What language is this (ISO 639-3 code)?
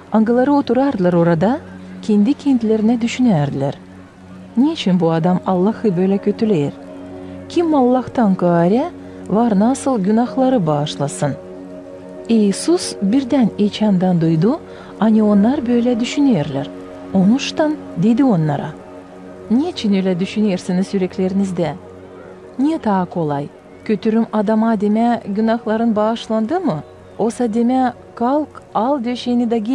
gag